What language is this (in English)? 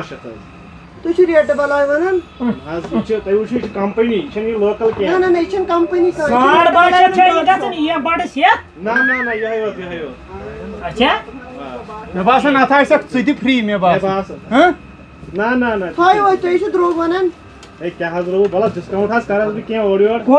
Kashmiri